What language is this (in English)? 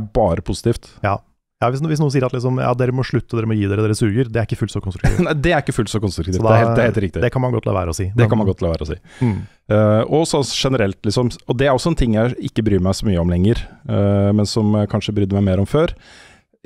Norwegian